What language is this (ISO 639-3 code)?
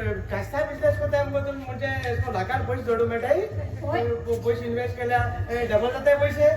kok